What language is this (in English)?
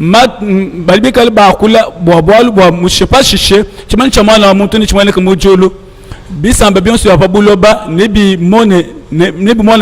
Luba-Lulua